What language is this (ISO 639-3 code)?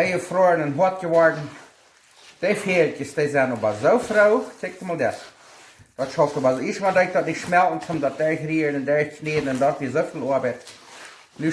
pdt